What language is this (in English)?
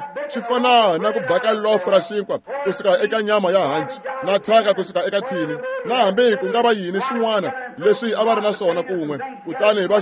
Tsonga